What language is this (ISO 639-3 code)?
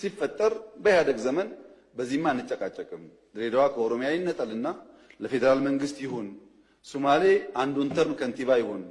amh